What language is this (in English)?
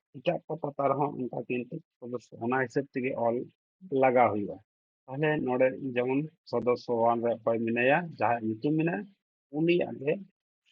Santali